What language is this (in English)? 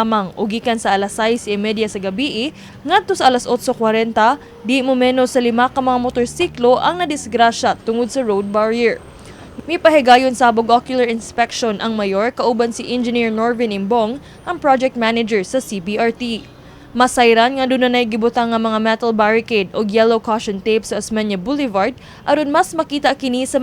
Cebuano